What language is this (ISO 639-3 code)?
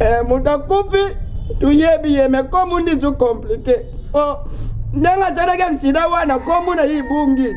lin